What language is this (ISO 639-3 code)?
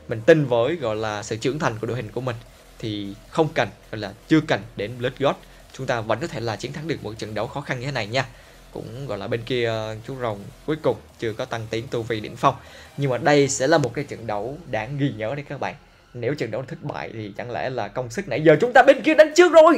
vie